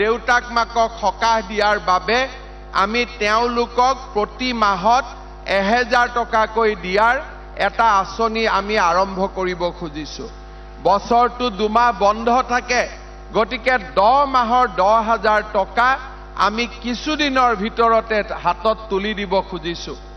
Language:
Assamese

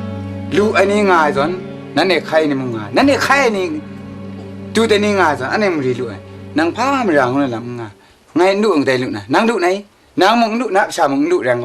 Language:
Kachin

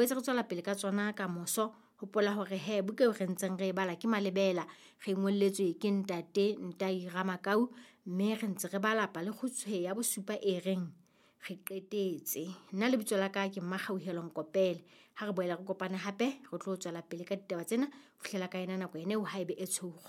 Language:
Southern Sotho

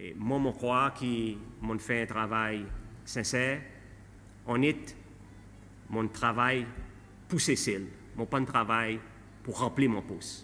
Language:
Seselwa Creole French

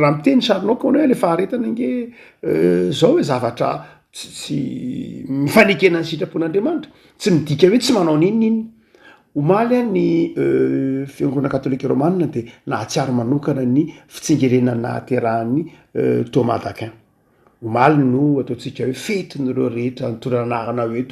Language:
Malagasy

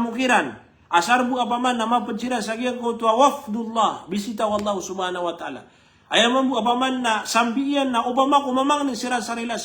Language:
Maranao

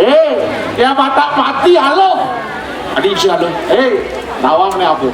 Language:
Balinese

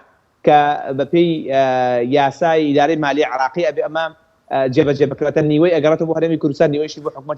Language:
Central Kurdish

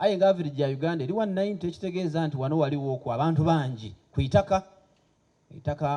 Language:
Soga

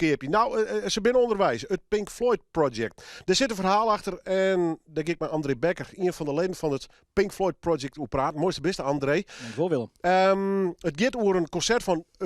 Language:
Western Frisian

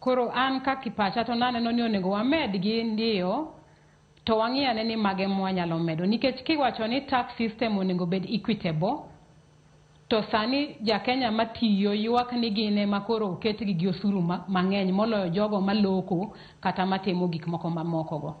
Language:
Luo (Kenya and Tanzania)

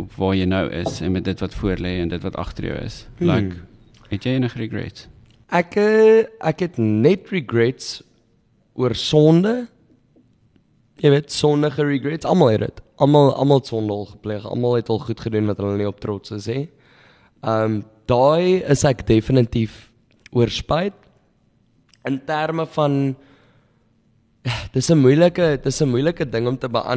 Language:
Afrikaans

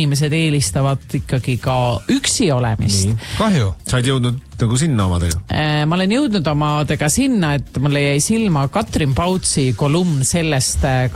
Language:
Estonian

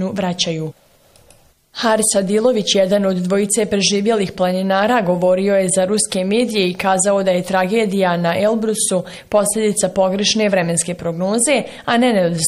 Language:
Bosnian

